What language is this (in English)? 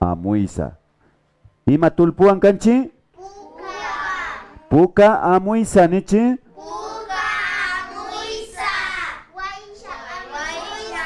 Imbabura Highland Quichua